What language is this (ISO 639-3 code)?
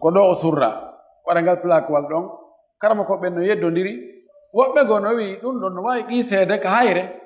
ful